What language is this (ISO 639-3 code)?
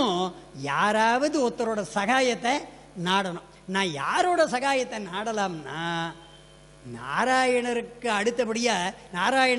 tam